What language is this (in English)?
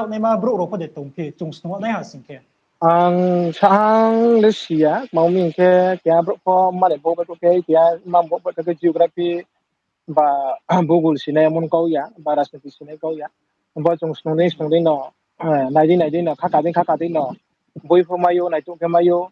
Riang (India)